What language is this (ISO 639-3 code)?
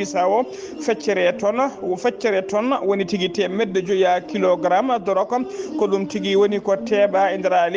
ful